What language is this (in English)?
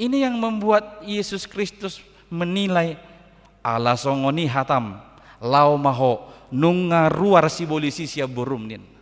Batak Toba